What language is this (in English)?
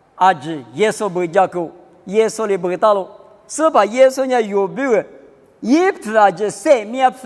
Lisu